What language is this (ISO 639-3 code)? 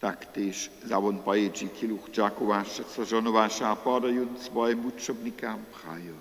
hsb